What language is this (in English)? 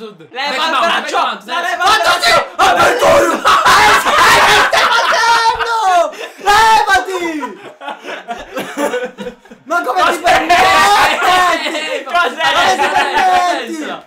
Italian